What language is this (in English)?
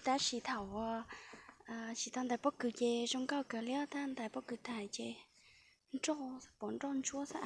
Hmong